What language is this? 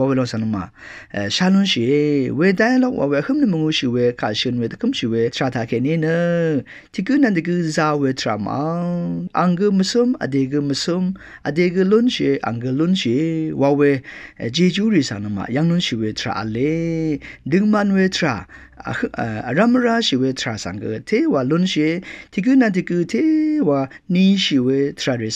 Rawang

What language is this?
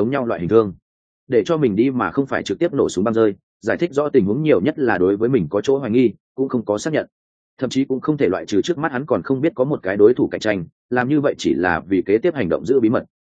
Vietnamese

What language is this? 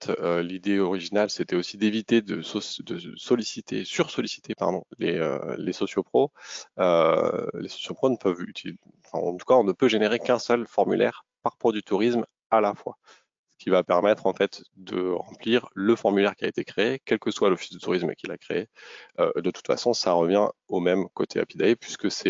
French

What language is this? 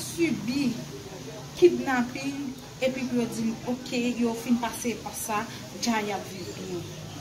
Haitian Creole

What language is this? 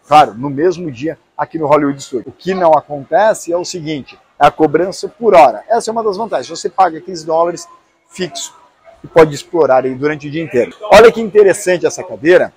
Portuguese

